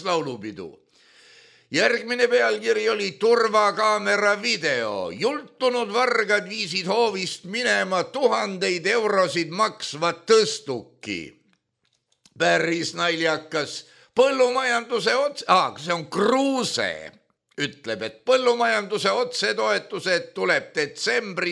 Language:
Estonian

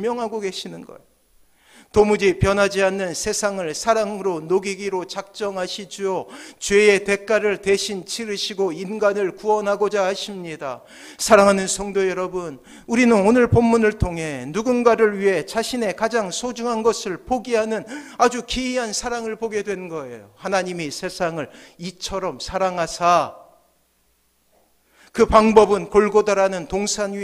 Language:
Korean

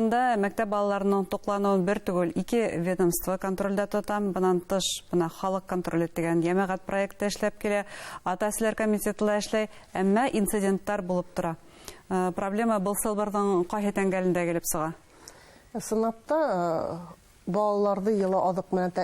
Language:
Bashkir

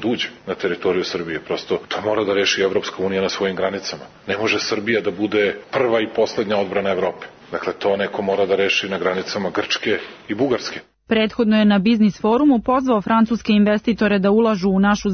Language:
Serbian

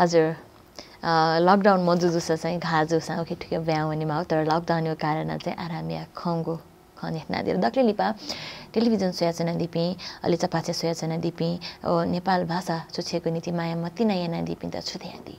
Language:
Newari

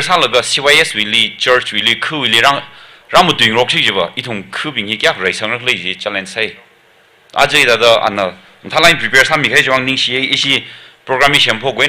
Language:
Tangkhul Naga (India)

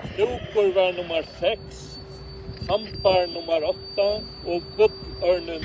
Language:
Faroese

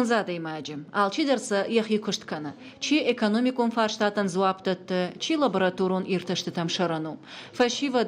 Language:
Ossetic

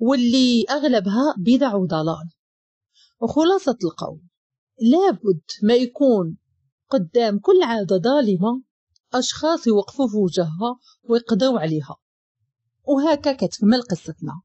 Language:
Moroccan Arabic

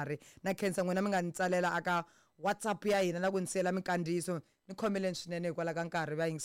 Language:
Tsonga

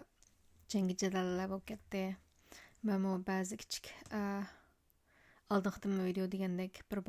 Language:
Uyghur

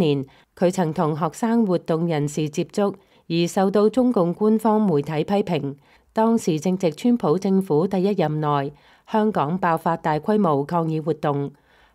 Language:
Cantonese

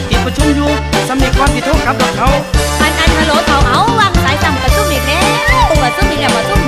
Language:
Northeastern Thai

